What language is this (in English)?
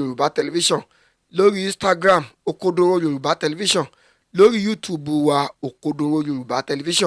Yoruba